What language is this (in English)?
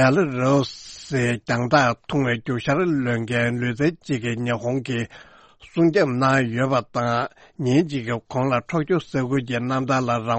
Tibetan